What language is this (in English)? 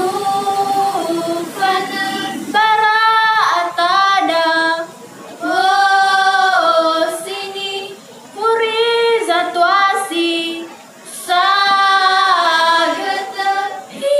Nias